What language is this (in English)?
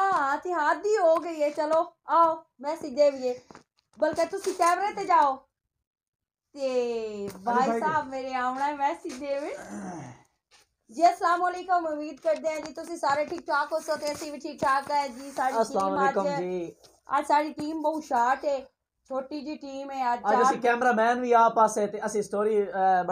Punjabi